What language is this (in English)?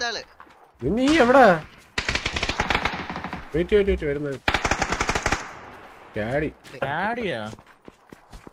Malayalam